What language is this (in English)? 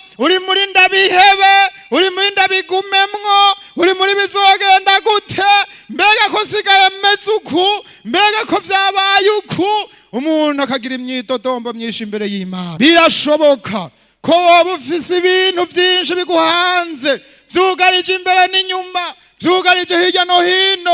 Rundi